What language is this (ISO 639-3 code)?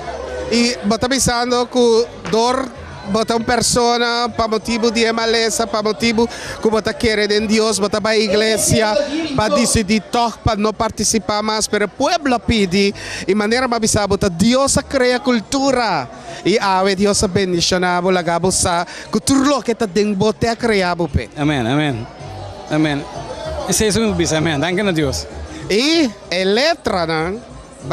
pap